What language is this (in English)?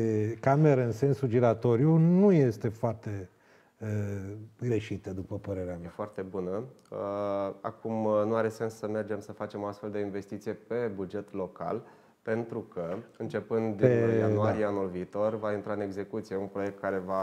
Romanian